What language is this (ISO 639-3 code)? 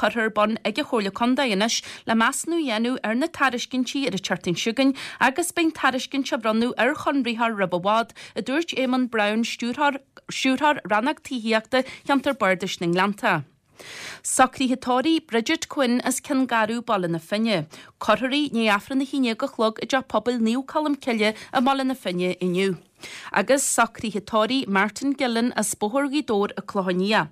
gle